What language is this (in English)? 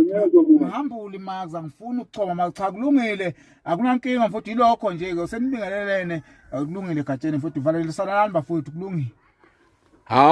Zulu